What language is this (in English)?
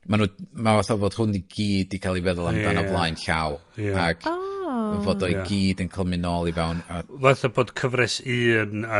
Welsh